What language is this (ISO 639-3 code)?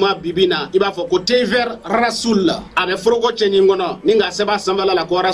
bam